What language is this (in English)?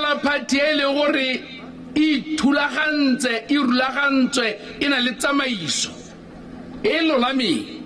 Tswana